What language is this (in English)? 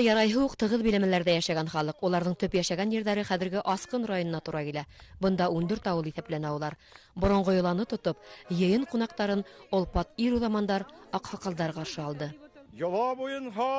Bashkir